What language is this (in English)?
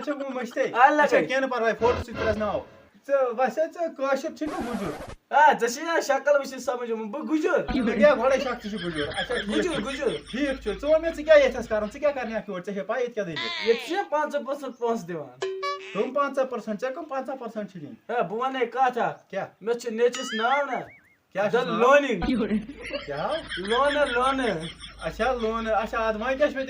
Kashmiri